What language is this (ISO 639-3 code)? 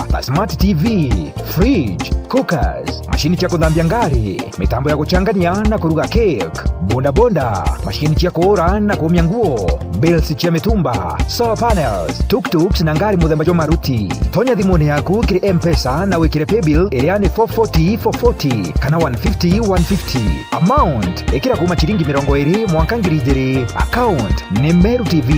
mer